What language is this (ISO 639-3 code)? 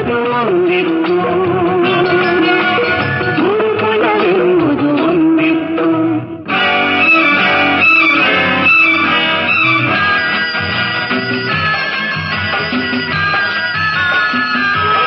kan